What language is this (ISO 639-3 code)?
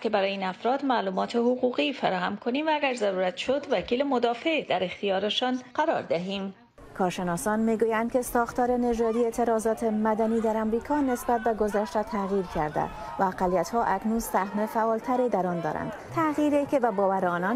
fas